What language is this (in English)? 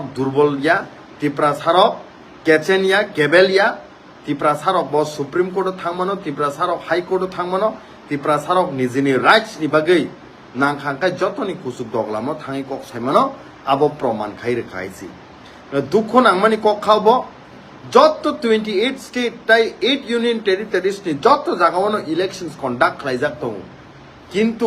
Kok Borok